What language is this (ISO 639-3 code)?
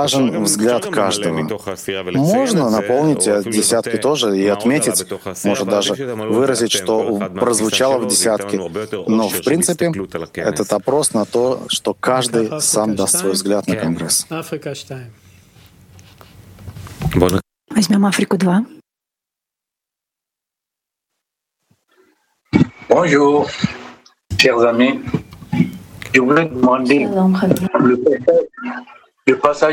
rus